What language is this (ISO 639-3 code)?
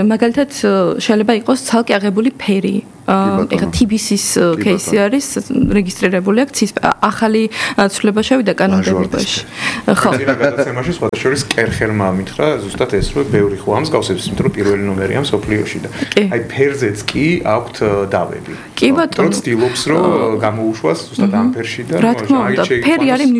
kat